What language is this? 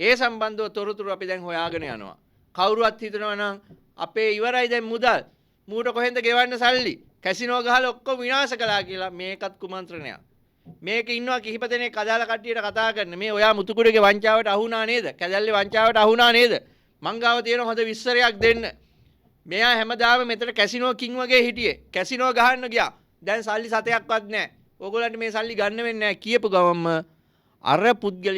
Sinhala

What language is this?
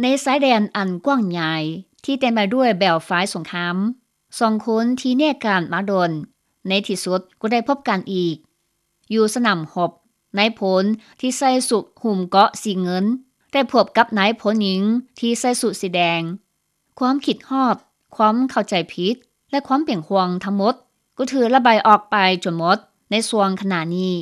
Lao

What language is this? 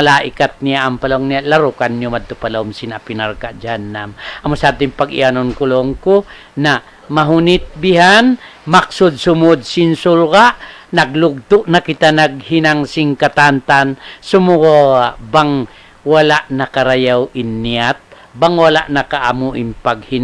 Tausug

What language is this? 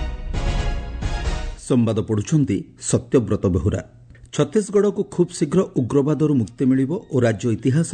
Odia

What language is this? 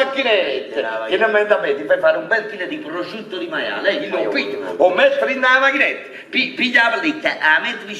Neapolitan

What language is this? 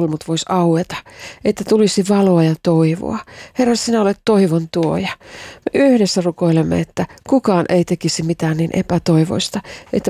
Finnish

